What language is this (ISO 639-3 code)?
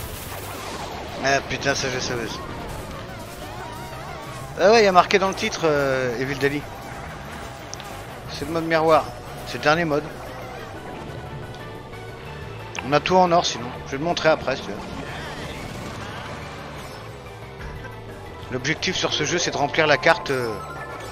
fra